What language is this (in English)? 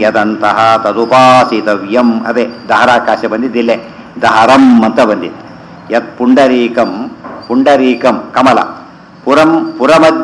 Kannada